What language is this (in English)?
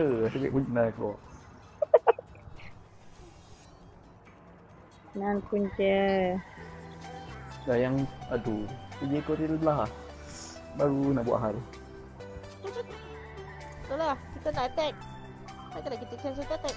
Malay